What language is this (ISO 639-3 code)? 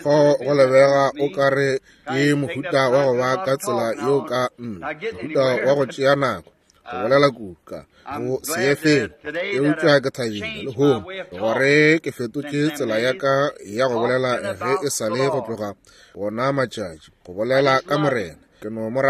nso